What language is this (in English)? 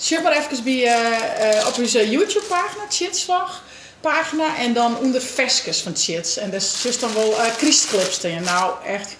Western Frisian